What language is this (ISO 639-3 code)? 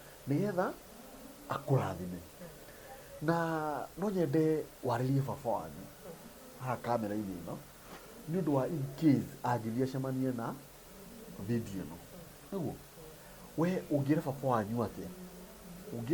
kik